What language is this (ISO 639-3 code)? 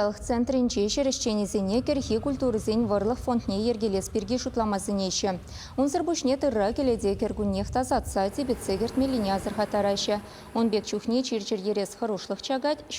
chv